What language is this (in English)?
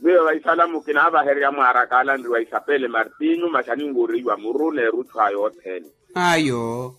Makhuwa